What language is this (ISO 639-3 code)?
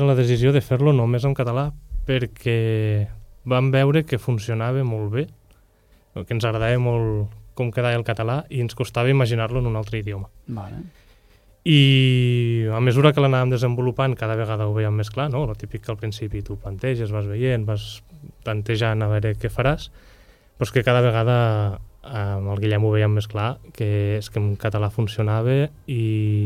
cat